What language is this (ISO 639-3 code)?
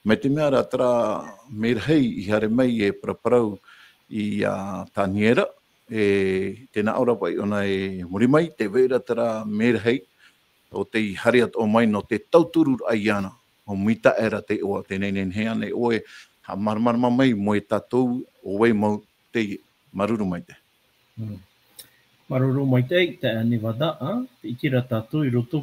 tah